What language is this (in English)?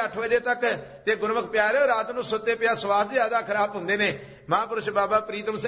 Punjabi